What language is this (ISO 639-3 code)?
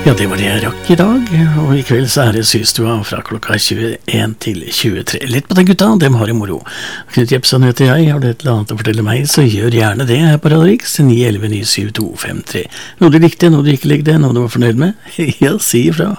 nor